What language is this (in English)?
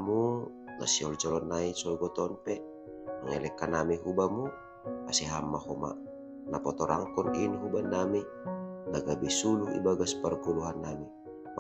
Batak Simalungun